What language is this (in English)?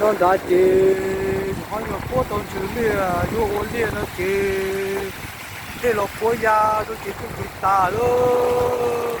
Hmong